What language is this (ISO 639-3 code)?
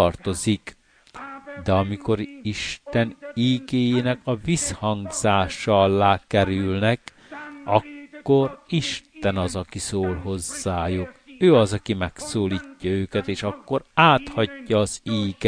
hun